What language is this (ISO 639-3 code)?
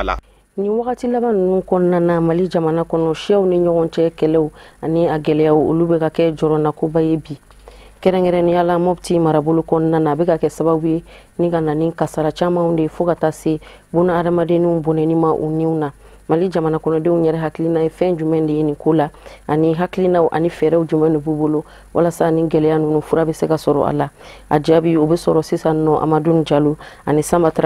bam